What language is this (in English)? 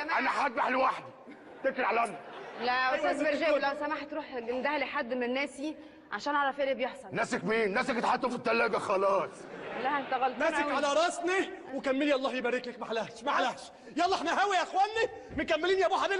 Egyptian Arabic